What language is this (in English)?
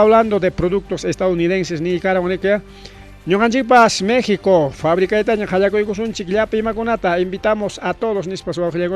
Ayacucho Quechua